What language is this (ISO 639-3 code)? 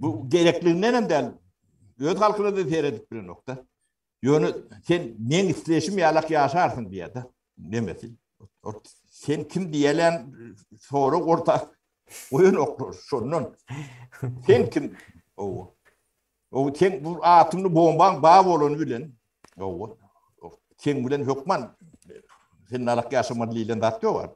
tuk